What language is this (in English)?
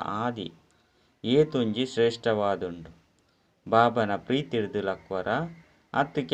Tulu